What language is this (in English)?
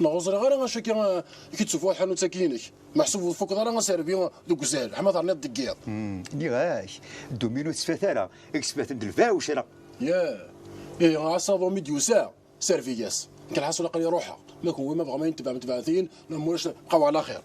Kabyle